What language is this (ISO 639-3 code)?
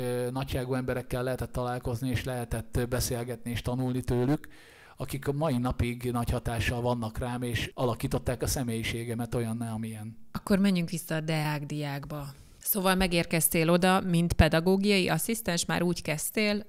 hun